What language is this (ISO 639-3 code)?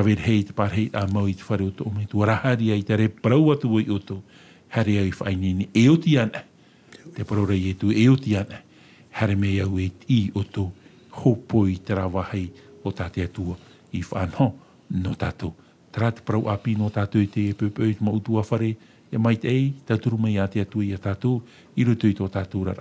tah